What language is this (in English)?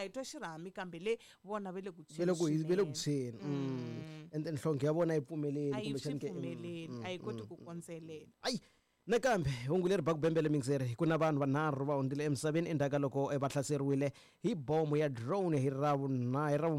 Tsonga